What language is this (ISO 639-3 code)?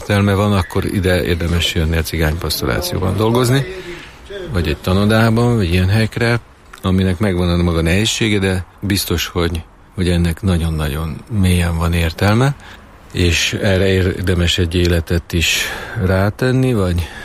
hun